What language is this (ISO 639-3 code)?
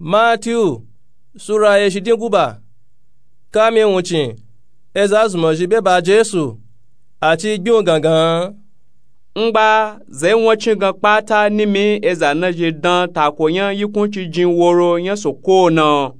nup